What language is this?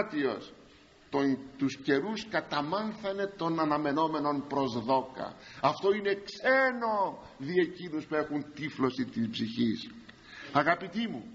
Greek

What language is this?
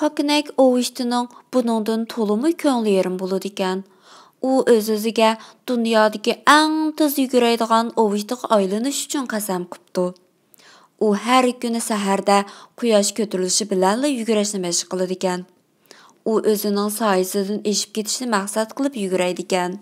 Uyghur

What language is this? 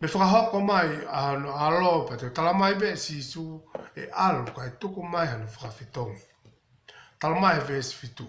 Tongan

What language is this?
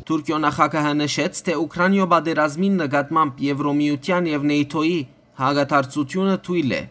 Western Armenian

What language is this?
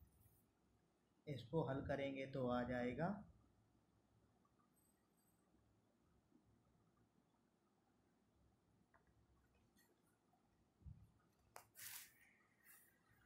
Hindi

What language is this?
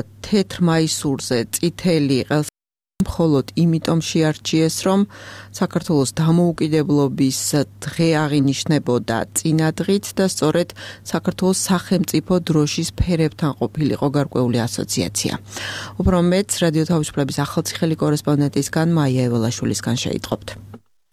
Georgian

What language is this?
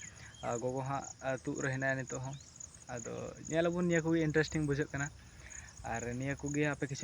Santali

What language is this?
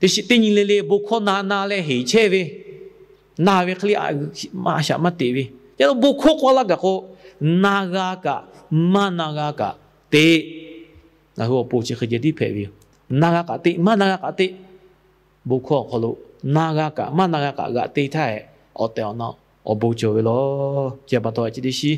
Lahu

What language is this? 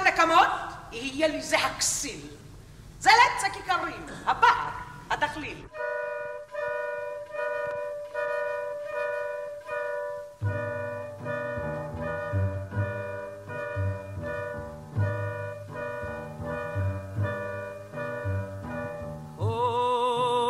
Hebrew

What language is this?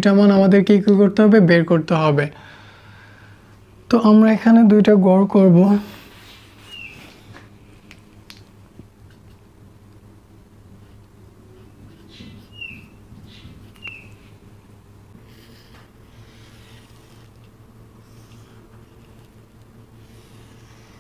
Bangla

